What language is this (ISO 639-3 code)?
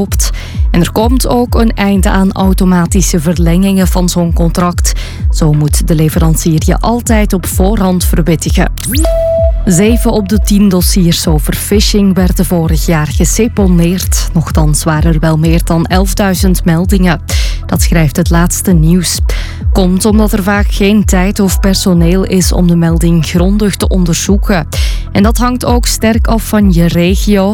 nld